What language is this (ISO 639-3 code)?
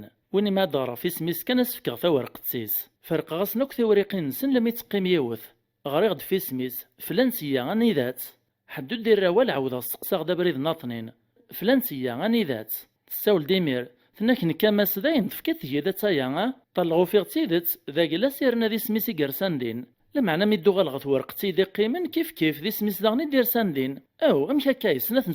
kab